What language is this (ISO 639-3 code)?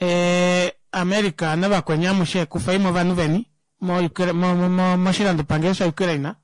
kua